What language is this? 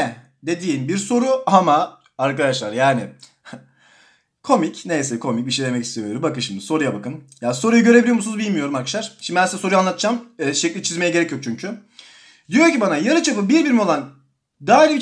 Turkish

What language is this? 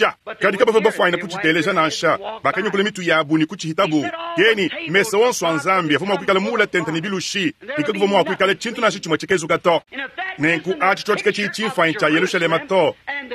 Luba-Lulua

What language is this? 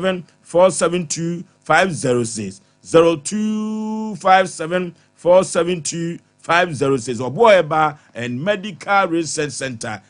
Akan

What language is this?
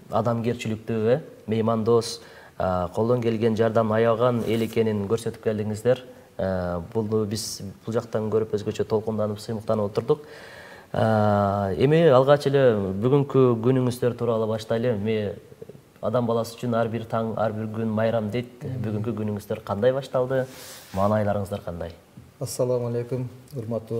Kyrgyz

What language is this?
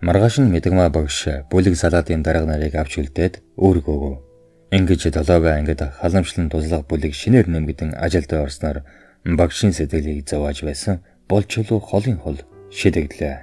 Mongolian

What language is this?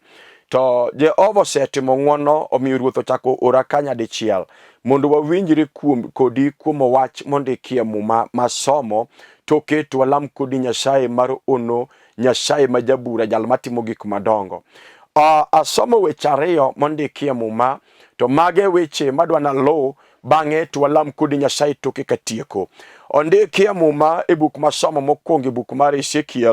Luo (Kenya and Tanzania)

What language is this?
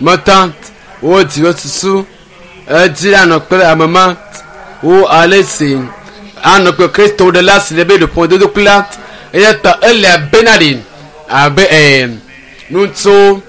Ewe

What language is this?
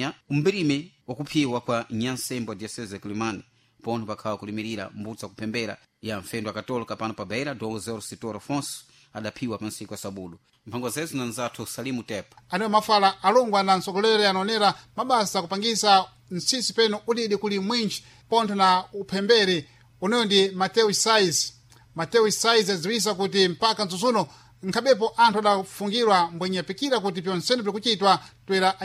Sena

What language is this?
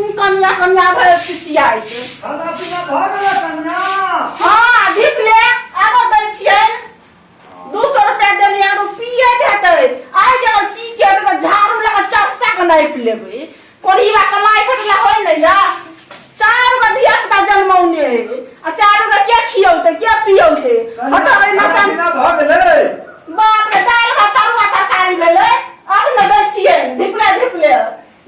Maithili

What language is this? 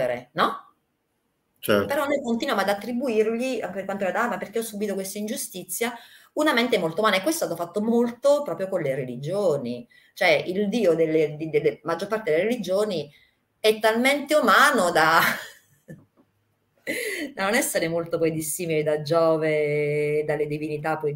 Italian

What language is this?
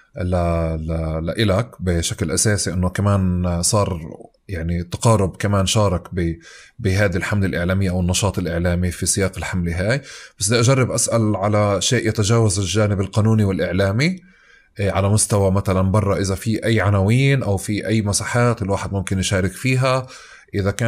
North Levantine Arabic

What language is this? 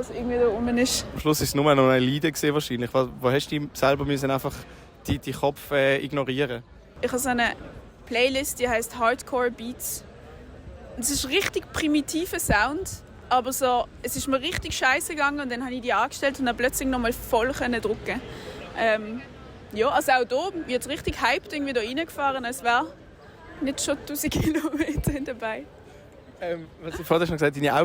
Swiss German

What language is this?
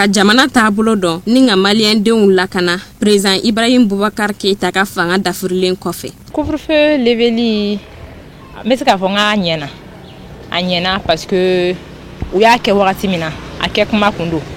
Bambara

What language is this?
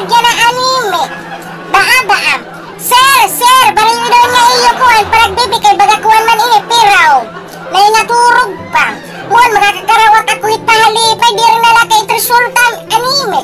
Waray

